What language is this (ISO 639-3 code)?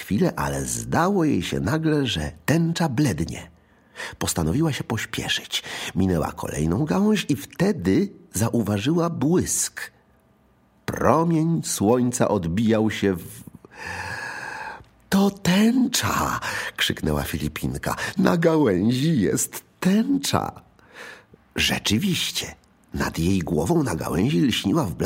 pol